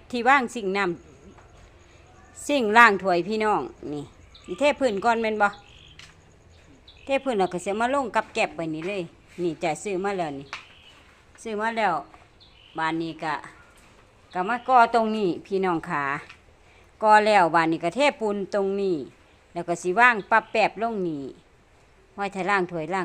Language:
Northeastern Thai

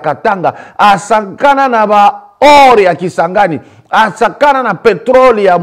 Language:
Lingala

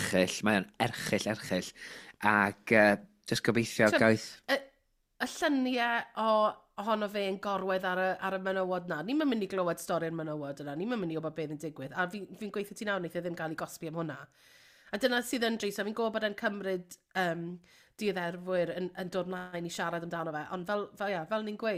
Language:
Welsh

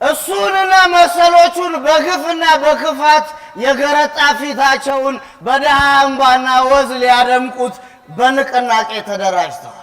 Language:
Amharic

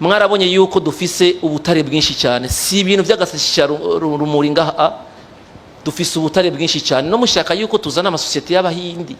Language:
Rundi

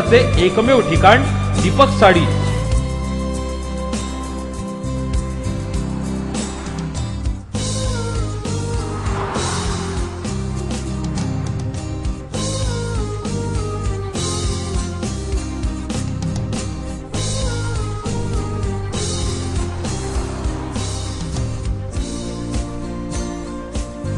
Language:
Marathi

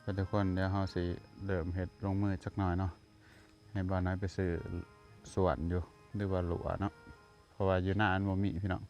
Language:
Lao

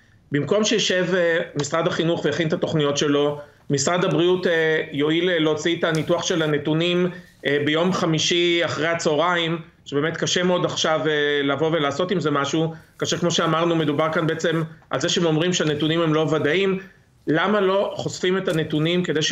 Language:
Hebrew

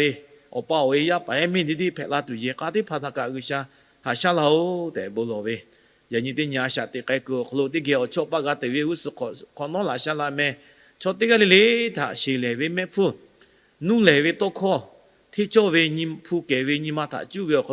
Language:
Lahu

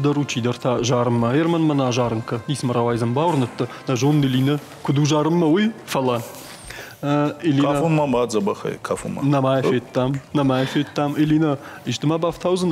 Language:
Ossetic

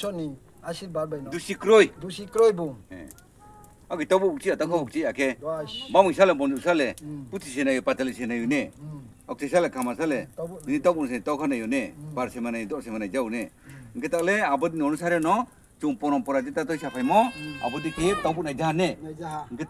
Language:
Riang (India)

